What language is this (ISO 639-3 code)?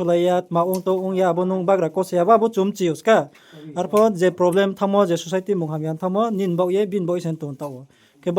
ria